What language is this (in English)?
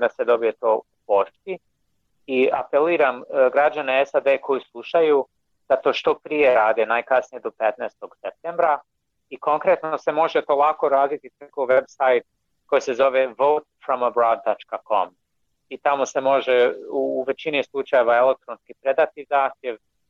Bosnian